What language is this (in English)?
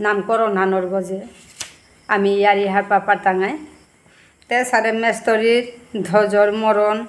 Bishnupriya